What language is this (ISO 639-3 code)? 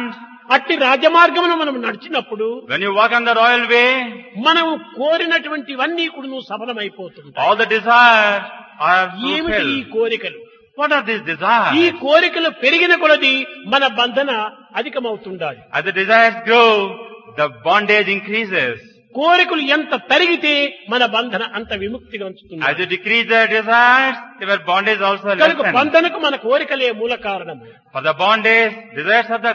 tel